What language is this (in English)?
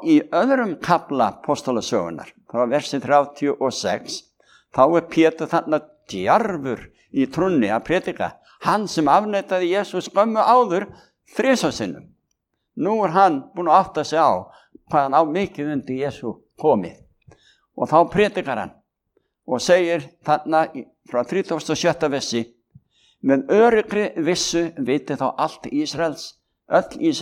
Icelandic